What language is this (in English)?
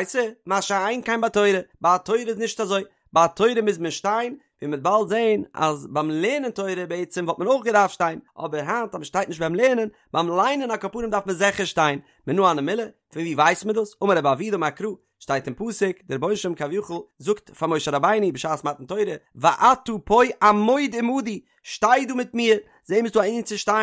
Yiddish